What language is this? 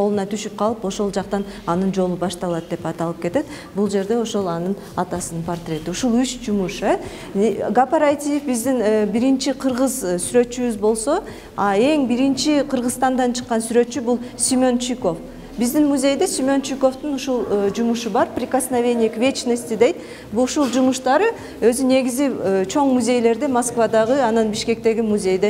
Kyrgyz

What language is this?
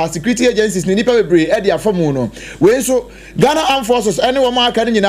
Akan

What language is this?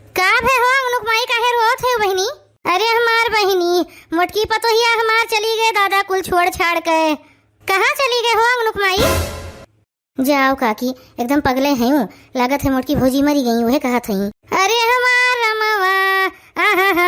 Awadhi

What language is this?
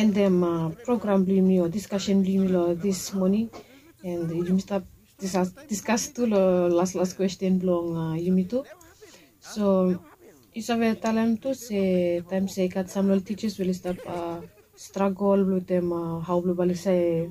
Bislama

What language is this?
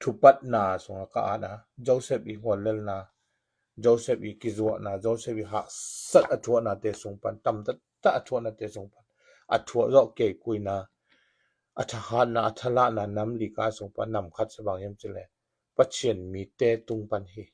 Tedim Chin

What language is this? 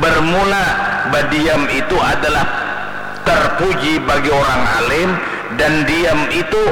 Banjar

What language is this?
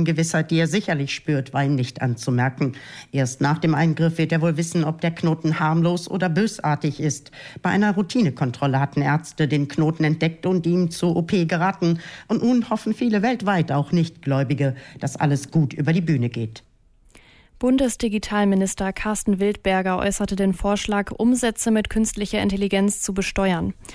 German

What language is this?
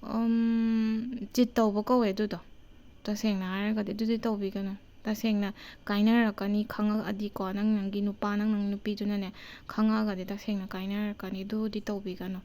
Manipuri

